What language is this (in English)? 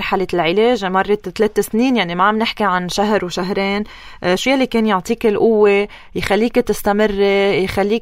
North Levantine Arabic